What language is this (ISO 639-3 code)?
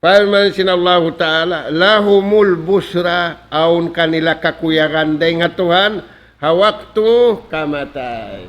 tsg